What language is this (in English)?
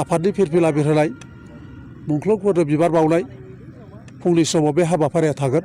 Bodo